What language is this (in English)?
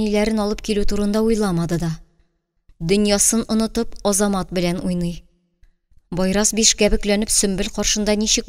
Tatar